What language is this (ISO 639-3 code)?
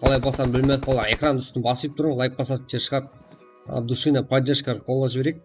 kaa